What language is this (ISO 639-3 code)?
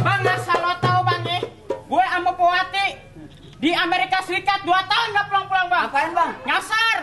bew